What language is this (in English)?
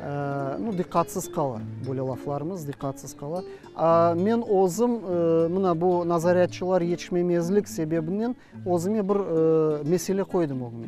Crimean Tatar